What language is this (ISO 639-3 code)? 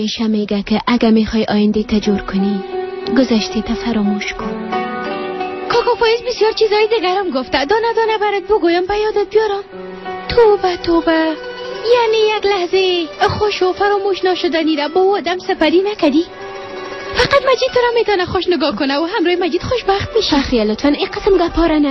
fas